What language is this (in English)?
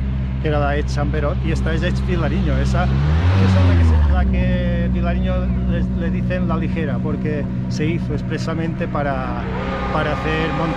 Spanish